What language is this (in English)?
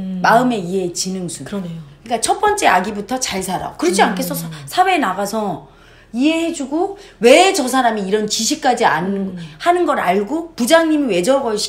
Korean